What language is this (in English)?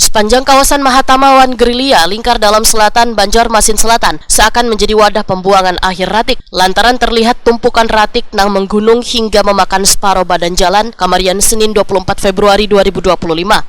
Banjar